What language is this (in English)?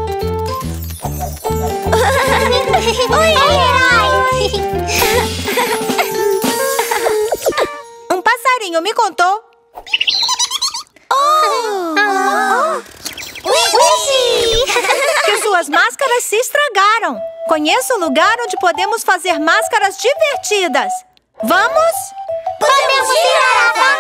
Portuguese